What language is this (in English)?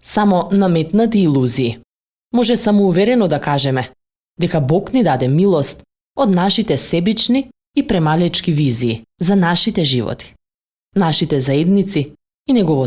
Macedonian